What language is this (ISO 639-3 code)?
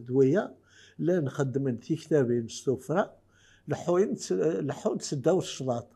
kab